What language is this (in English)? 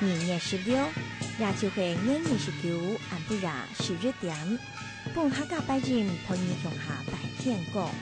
Hakka Chinese